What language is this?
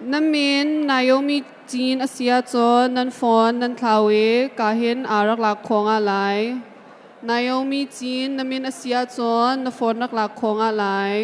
Hakha Chin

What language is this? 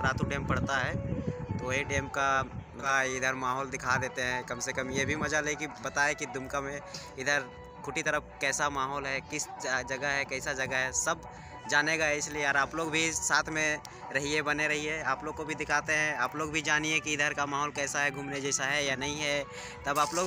Santali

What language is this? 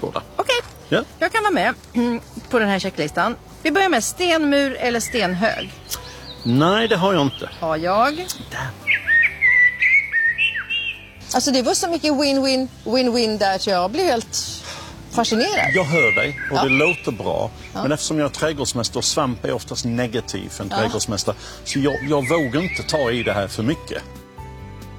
Swedish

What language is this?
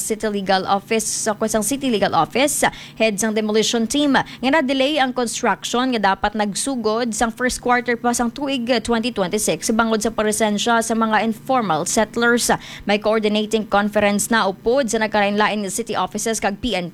Hiligaynon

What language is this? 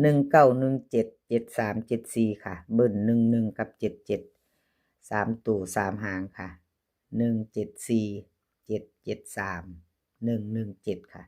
Northeastern Thai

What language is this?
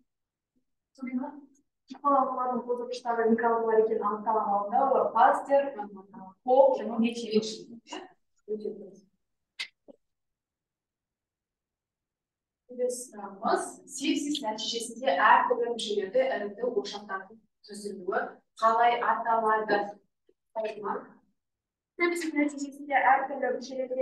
Kazakh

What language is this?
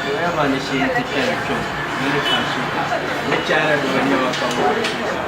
Dagbani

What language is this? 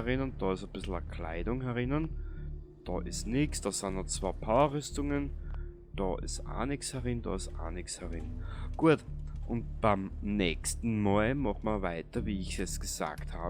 Bavarian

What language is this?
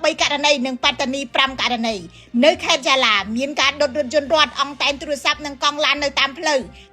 Khmer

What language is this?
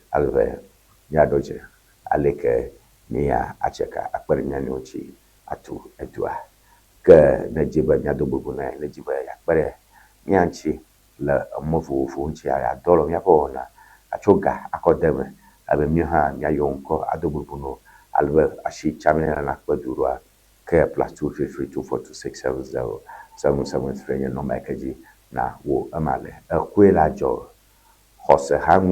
Ewe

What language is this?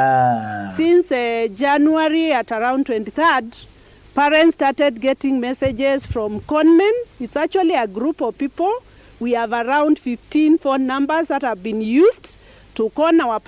Meru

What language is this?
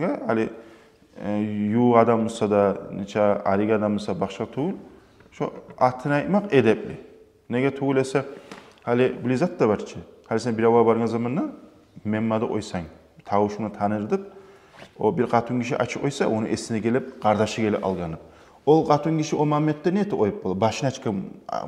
Kumyk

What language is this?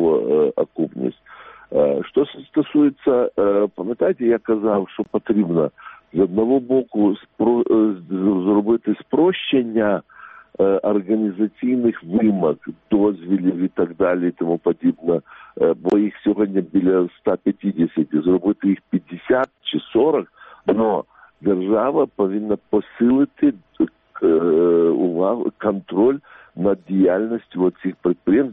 Ukrainian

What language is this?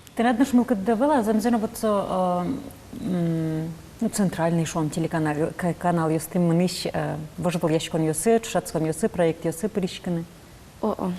Udmurt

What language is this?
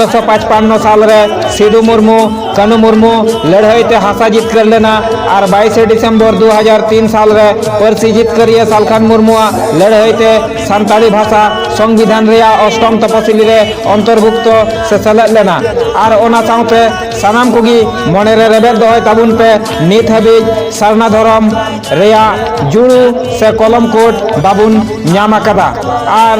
Santali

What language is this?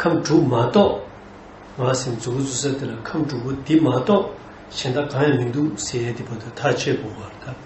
Tibetan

